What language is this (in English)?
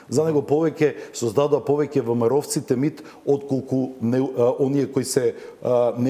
Macedonian